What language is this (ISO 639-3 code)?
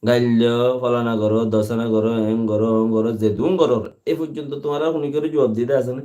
rhg